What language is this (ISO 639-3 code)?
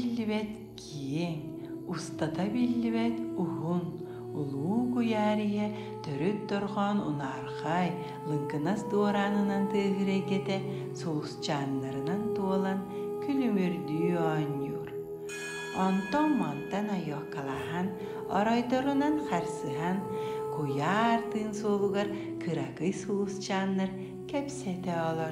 sah